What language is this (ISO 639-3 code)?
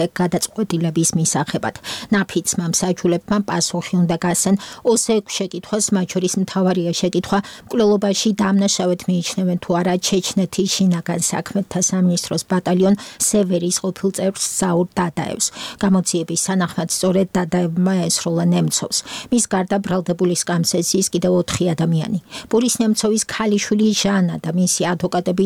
kat